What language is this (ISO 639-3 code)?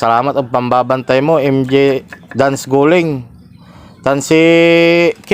pag